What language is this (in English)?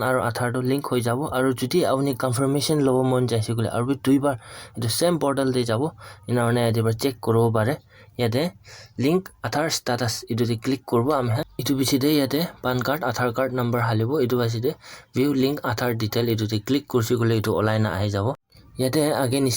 Naga Pidgin